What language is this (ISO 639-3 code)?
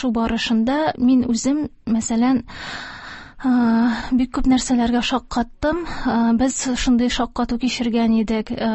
tat